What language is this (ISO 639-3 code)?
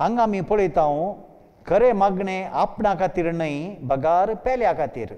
kok